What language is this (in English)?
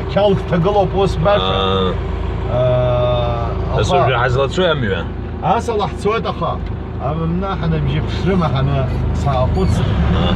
Abkhazian